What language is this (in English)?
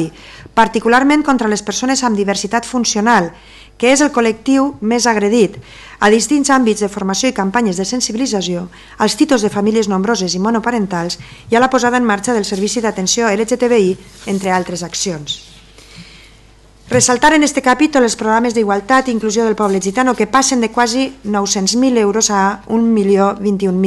Catalan